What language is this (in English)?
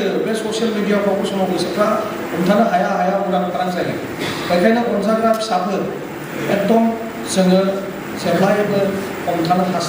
Bodo